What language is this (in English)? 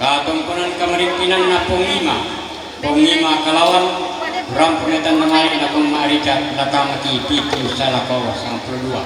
Toraja-Sa'dan